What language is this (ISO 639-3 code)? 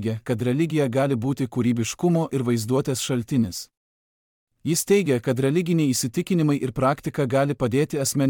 lit